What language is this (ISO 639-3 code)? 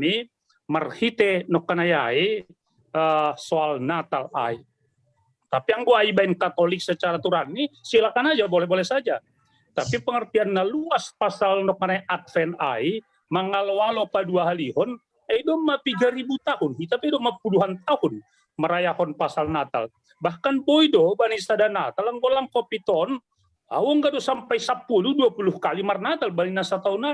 bts